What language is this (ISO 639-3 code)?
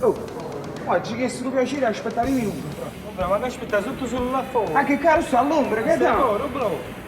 nap